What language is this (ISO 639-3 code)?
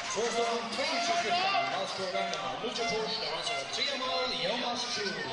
fao